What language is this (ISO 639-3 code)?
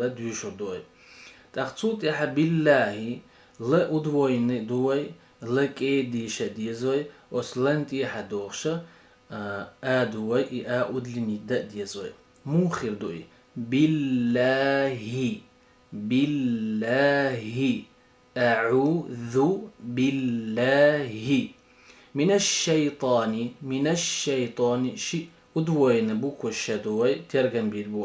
che